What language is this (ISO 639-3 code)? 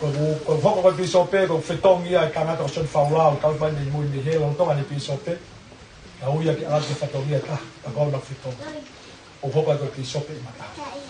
ton